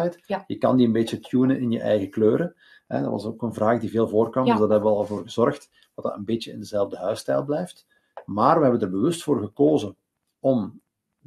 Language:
Dutch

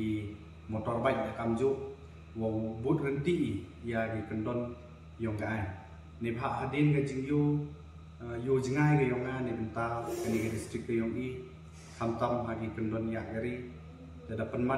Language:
Pnar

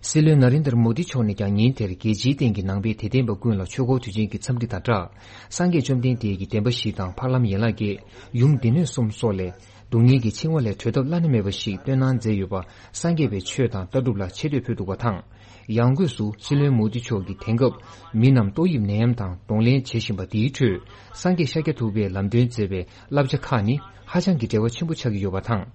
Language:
Tibetan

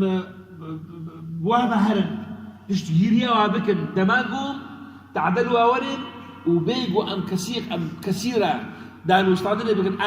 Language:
Kurdish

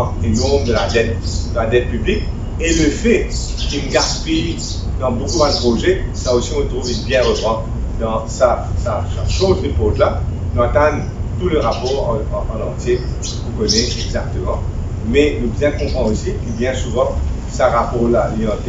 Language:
Morisyen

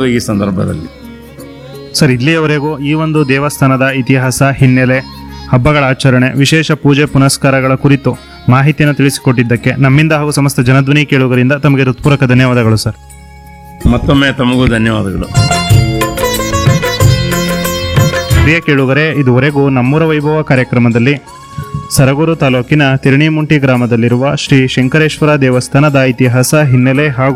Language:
Kannada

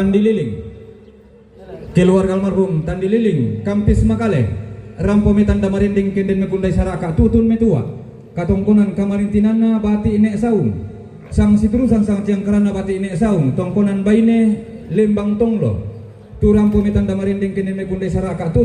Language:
Toraja-Sa'dan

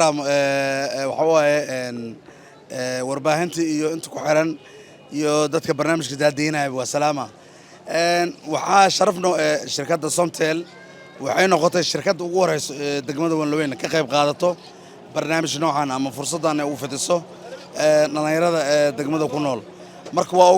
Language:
Somali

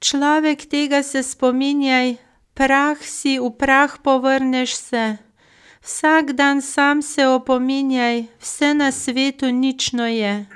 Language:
Slovenian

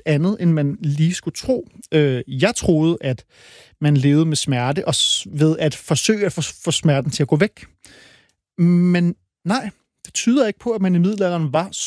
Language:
Danish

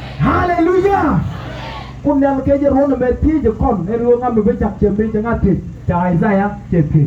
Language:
Nuer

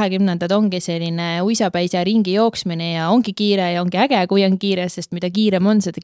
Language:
Estonian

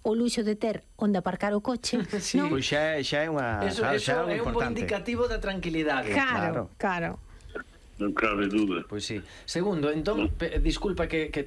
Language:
Galician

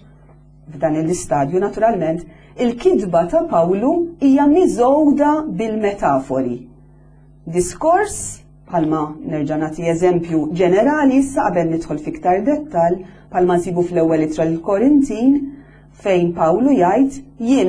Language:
Maltese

